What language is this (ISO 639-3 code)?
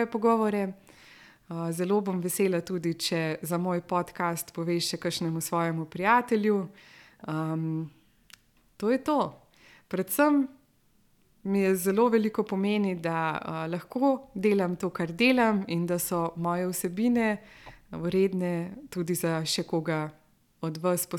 slv